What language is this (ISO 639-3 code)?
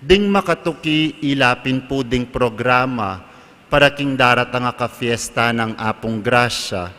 pam